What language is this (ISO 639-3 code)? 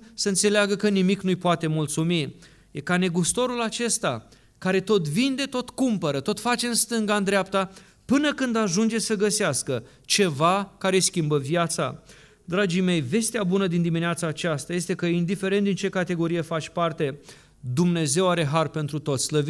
ron